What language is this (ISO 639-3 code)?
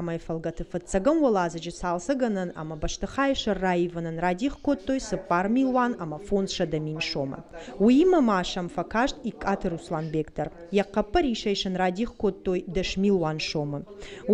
oss